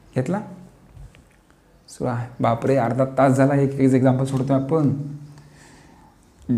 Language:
Marathi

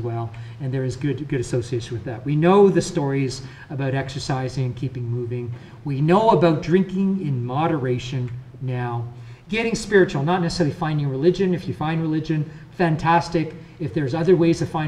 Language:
English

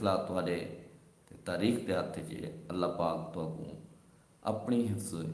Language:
Saraiki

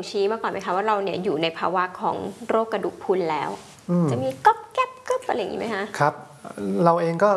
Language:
Thai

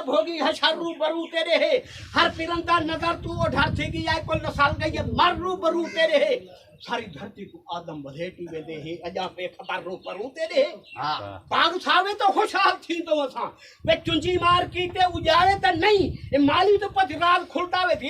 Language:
Saraiki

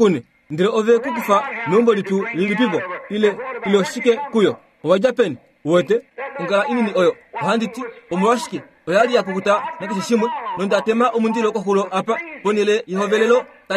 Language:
Kuanyama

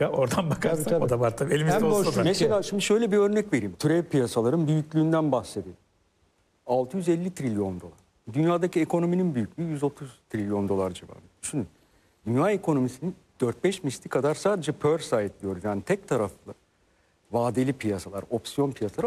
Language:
Turkish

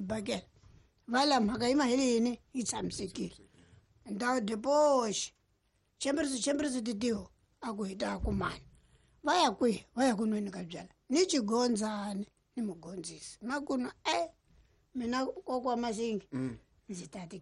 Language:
Tsonga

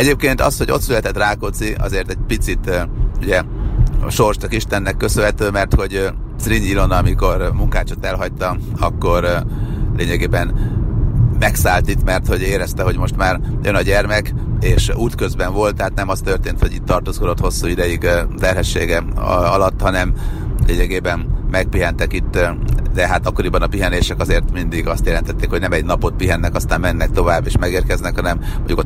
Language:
Hungarian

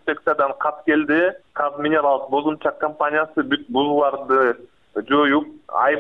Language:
Kyrgyz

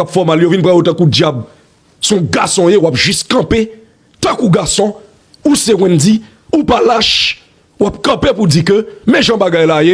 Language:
Haitian Creole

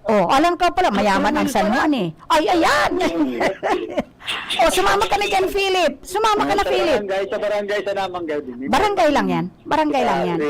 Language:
Bikol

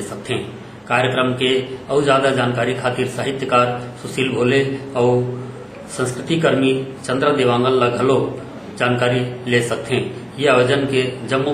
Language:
Chhattisgarhi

